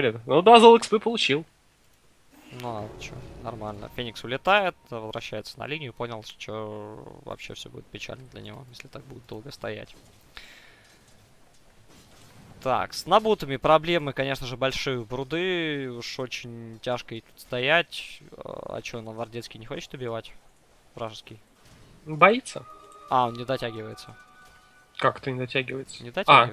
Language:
Russian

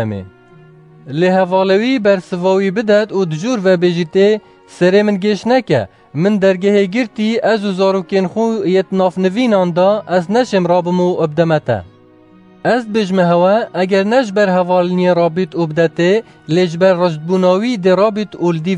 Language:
Kurdish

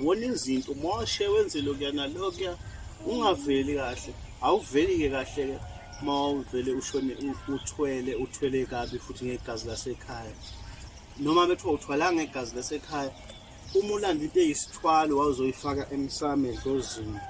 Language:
Zulu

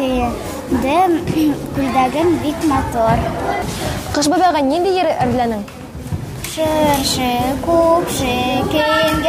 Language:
Bashkir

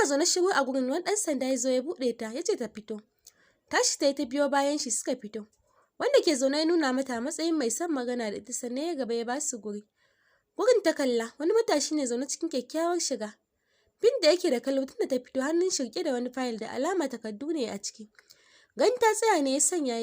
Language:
Hausa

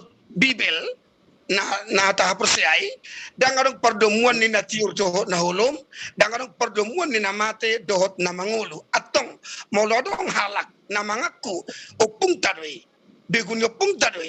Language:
Batak Toba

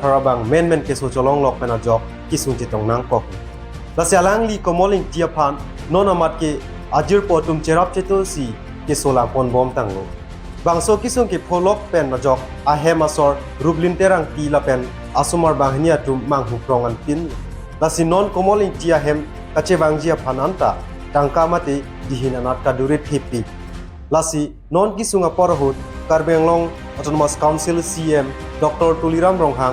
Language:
Karbi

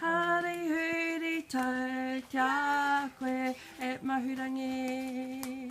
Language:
Māori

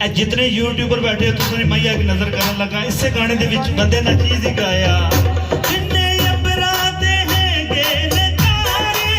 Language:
Pahari-Potwari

